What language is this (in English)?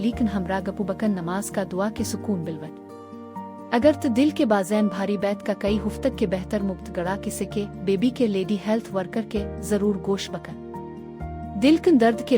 Baluchi